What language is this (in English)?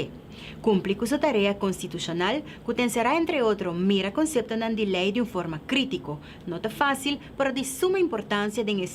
Papiamento